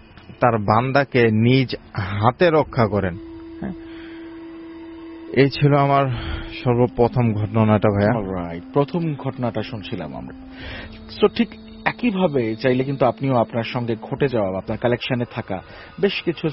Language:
Bangla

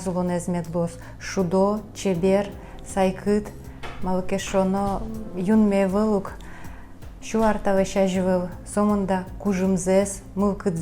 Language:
Udmurt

